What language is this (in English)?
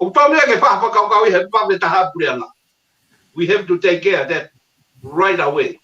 Tongan